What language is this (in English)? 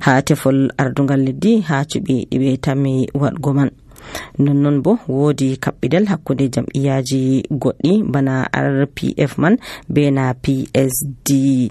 Nigerian Fulfulde